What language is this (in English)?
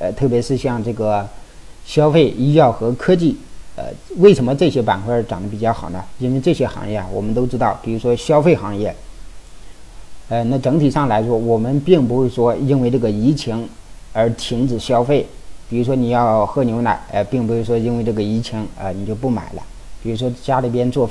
Chinese